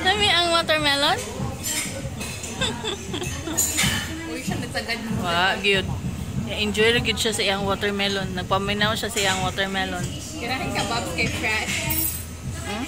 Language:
Cebuano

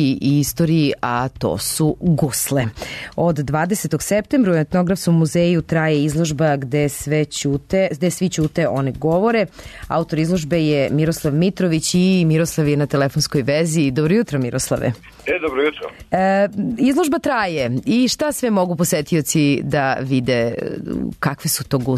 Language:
Serbian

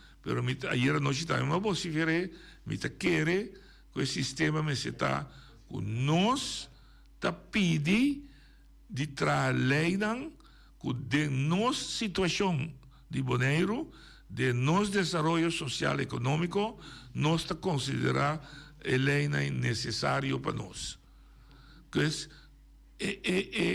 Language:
Papiamento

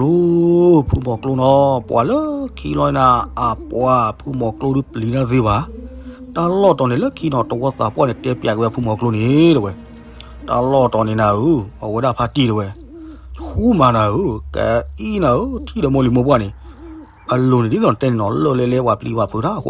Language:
S'gaw Karen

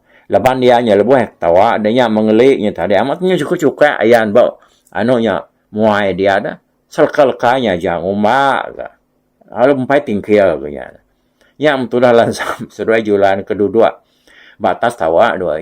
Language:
Iban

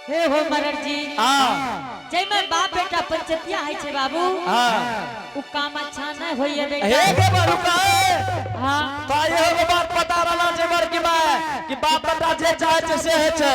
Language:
Angika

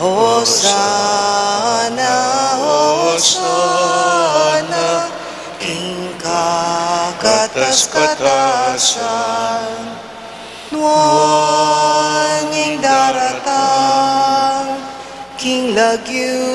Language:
Pampanga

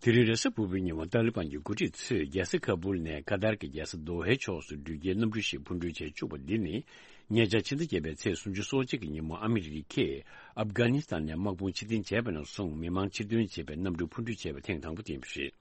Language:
Tibetan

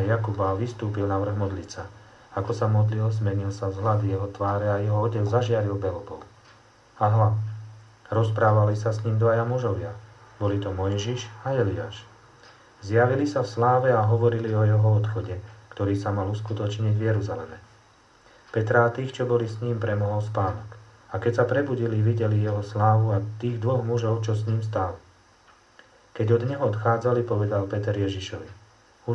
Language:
Slovak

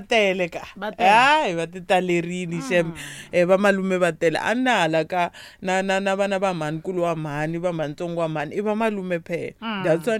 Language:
Tsonga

